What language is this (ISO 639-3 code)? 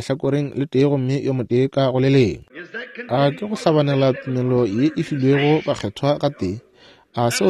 nso